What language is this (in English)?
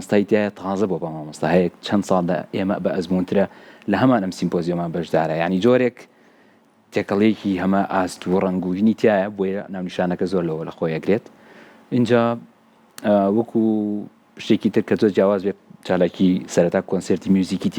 Central Kurdish